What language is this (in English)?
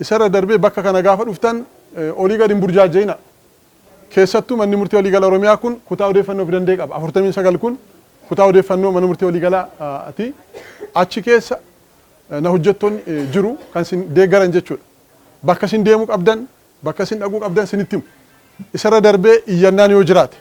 Oromo